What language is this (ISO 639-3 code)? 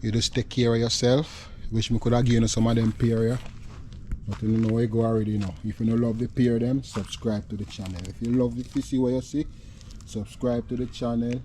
jam